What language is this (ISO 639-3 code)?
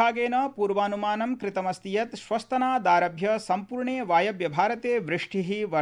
san